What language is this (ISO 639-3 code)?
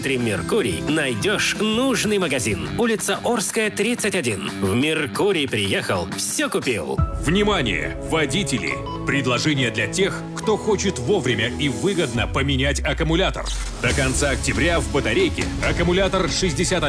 rus